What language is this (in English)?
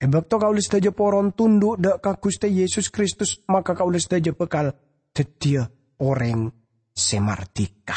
Madurese